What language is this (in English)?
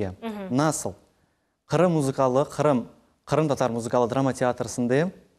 Crimean Tatar